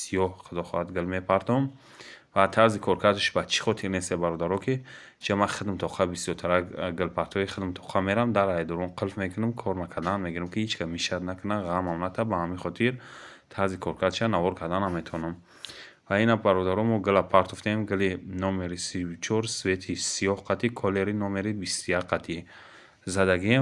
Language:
Tajik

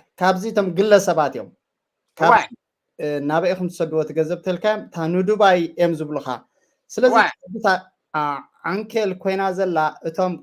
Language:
Tigrinya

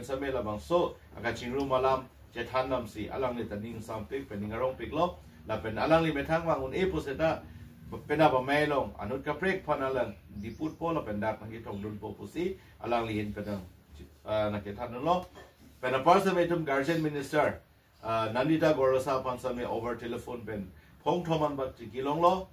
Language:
Karbi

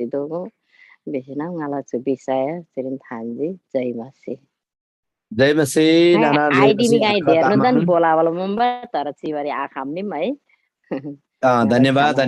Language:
Eastern Tamang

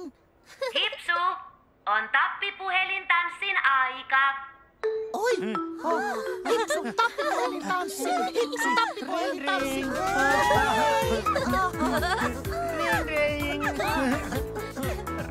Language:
Finnish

